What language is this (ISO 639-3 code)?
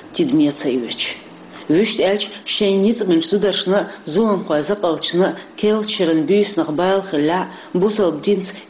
che